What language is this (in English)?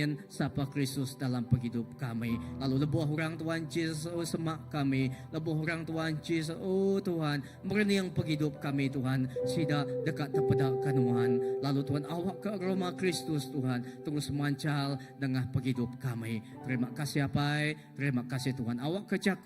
Iban